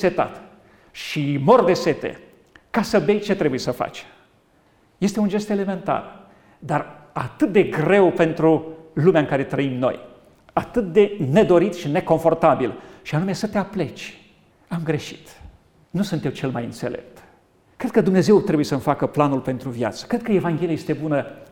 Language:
Romanian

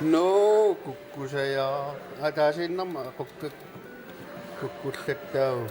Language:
Kalaallisut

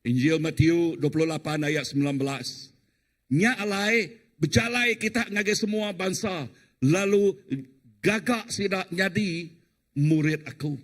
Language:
Iban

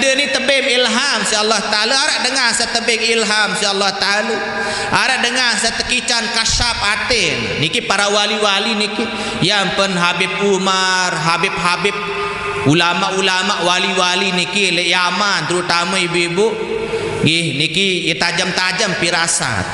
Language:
Sasak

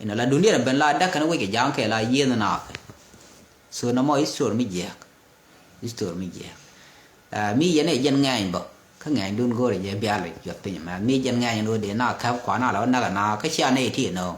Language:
Nuer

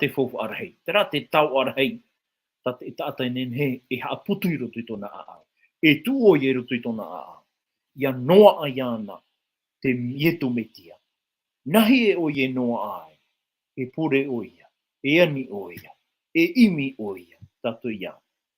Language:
Tahitian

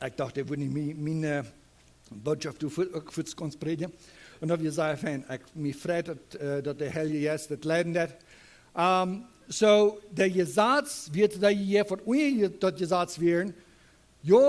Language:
Plautdietsch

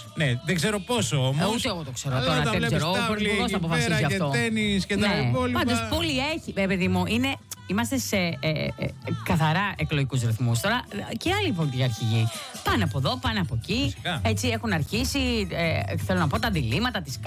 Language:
Greek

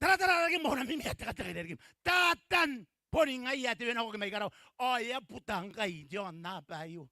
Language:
Gilbertese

